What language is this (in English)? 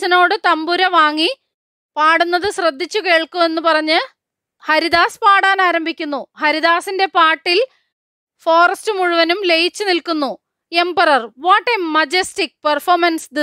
Malayalam